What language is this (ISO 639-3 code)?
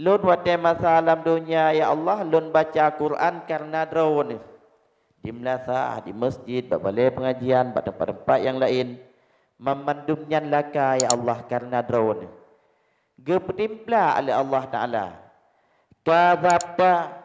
ace